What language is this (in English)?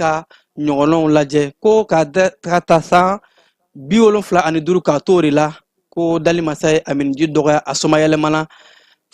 Bambara